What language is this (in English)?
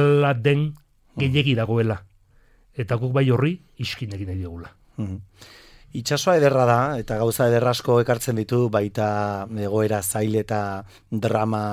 Basque